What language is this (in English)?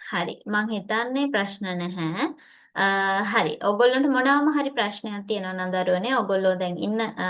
Sinhala